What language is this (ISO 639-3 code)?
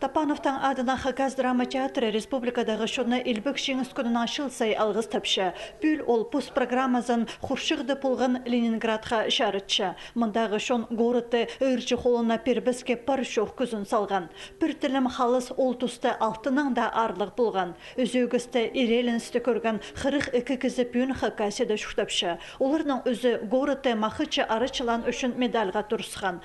kjh